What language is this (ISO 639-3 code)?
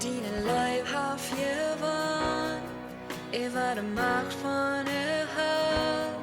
pdt